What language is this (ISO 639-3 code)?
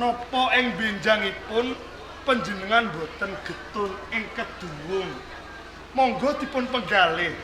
jav